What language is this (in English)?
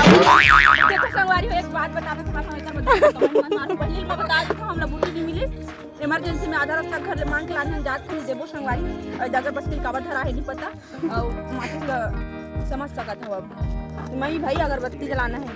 Chhattisgarhi